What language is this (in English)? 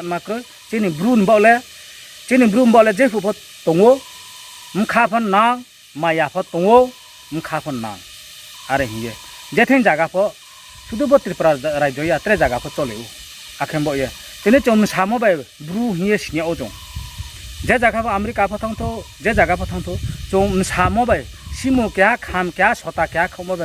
Riang (India)